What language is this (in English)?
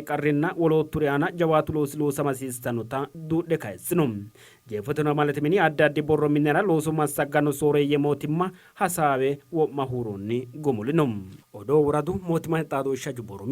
Sidamo